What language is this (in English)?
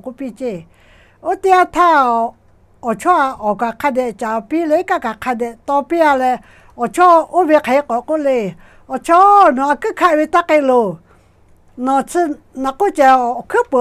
Lahu